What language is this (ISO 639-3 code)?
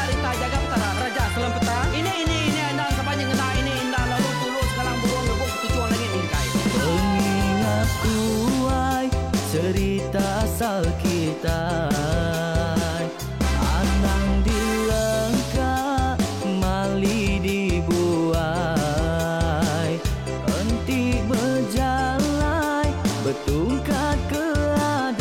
iba